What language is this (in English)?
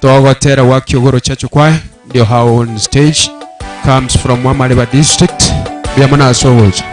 Gusii